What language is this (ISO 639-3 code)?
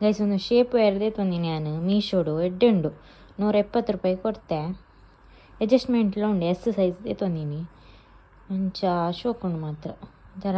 tcy